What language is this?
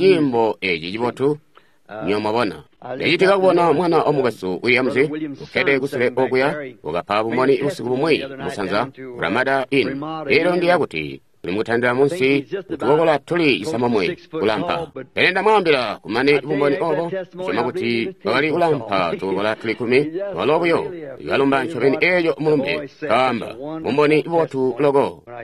Tonga (Zambia)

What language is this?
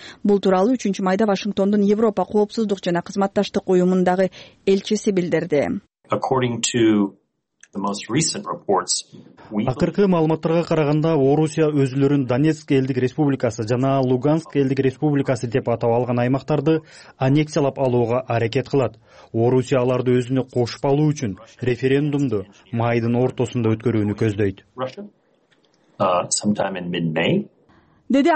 Kyrgyz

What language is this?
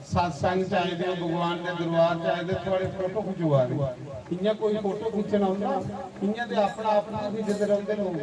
Dogri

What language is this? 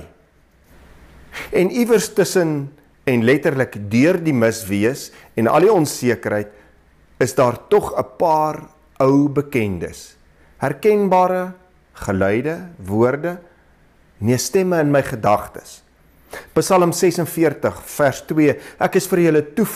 Afrikaans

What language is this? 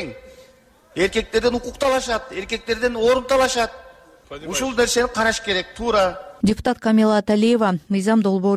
Kyrgyz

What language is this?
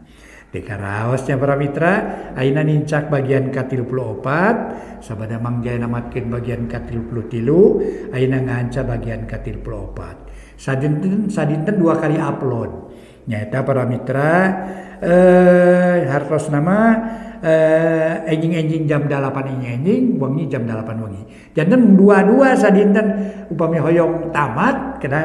Sundanese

